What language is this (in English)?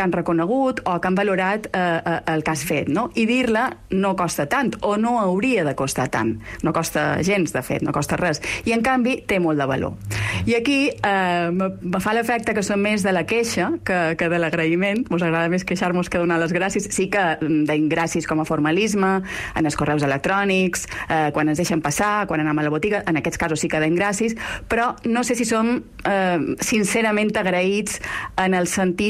Catalan